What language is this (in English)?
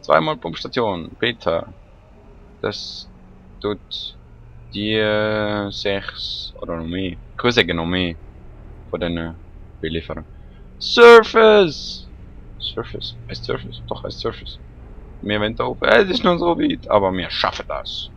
Swiss German